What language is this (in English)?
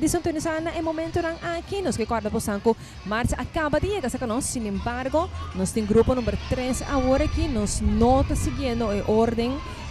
Papiamento